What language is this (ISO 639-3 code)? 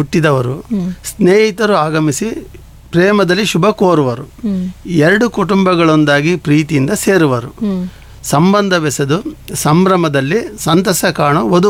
kan